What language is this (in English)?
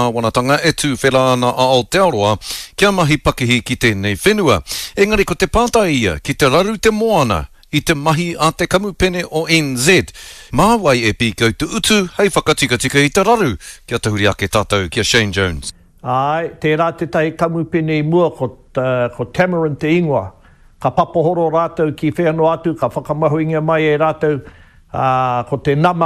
Māori